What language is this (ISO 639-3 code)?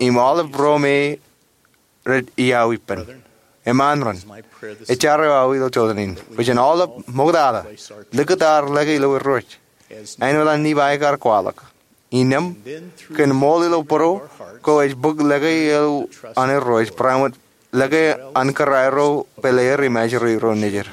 mah